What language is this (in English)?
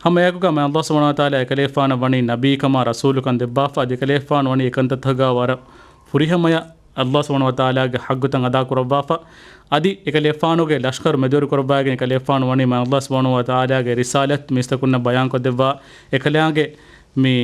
Divehi